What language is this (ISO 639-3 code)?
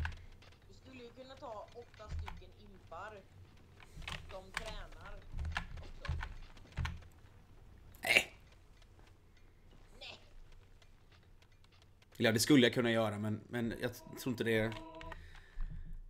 swe